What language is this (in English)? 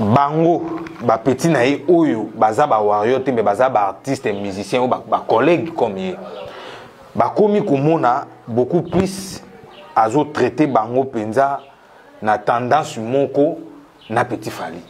Lingala